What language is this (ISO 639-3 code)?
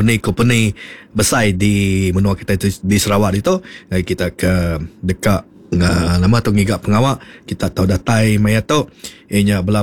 iba